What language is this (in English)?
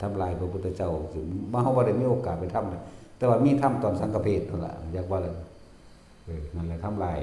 Northeastern Thai